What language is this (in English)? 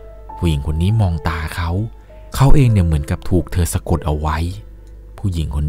Thai